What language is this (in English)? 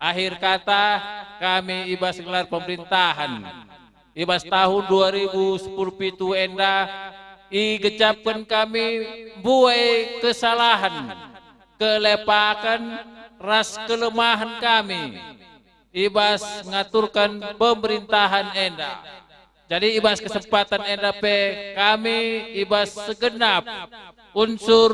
Batak Karo